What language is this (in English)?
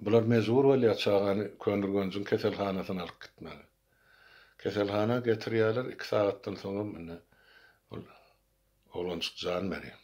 Turkmen